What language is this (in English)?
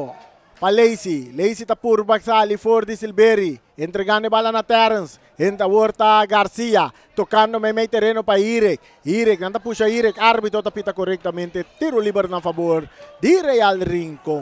Papiamento